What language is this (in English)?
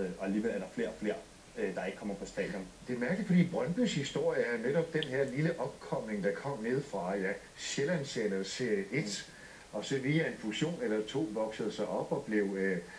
Danish